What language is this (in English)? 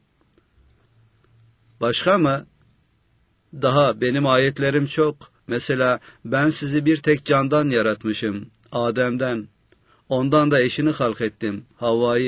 Turkish